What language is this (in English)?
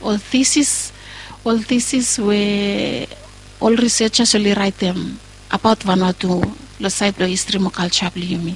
Bislama